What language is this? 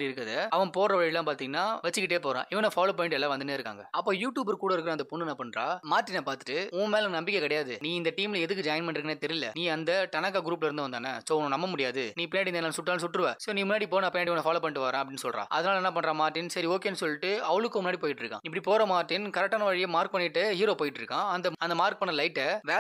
Tamil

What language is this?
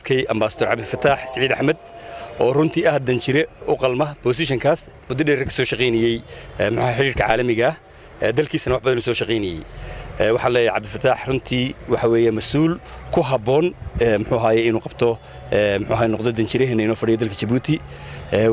Somali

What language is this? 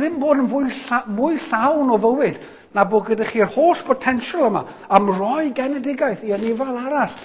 Welsh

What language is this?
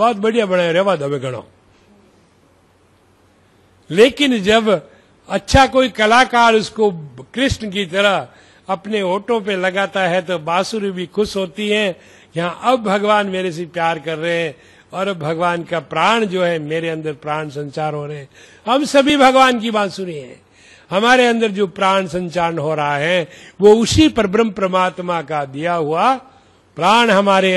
Hindi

